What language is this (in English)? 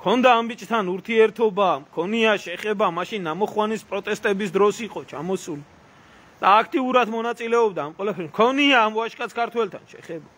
Georgian